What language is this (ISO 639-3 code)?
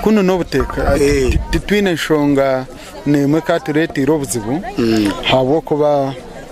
nyn